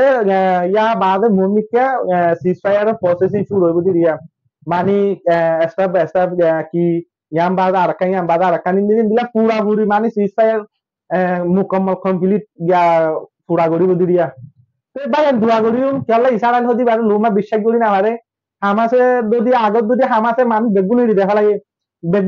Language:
Rohingya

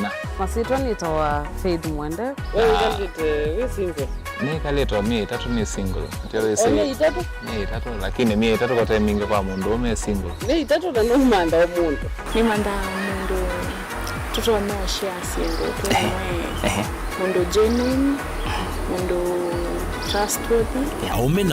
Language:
Kamba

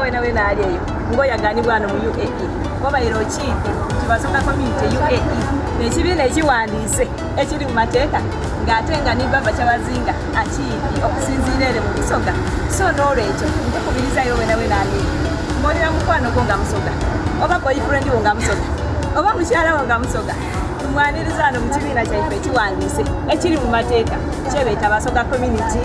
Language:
Soga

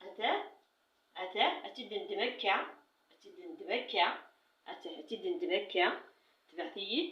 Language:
Kabyle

